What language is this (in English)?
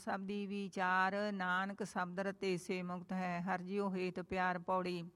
Punjabi